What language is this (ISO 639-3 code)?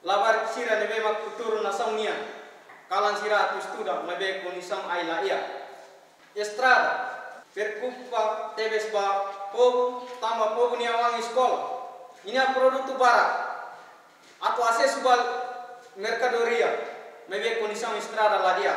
tet